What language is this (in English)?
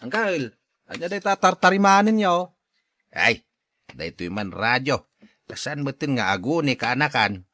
Iloko